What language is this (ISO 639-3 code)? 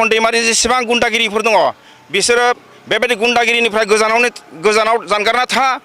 brx